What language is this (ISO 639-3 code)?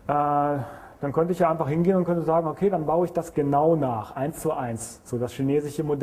deu